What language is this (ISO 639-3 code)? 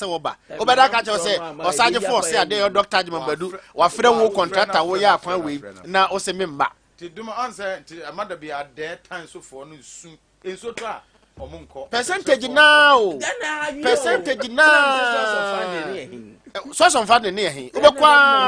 aka